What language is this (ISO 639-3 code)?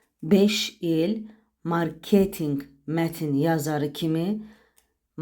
aze